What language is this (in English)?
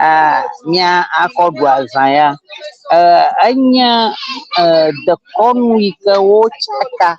Ewe